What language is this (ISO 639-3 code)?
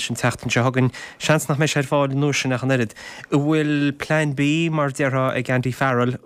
gle